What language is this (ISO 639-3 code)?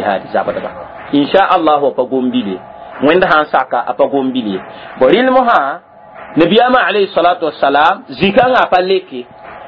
mos